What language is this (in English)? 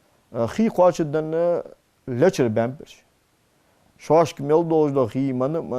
Ingush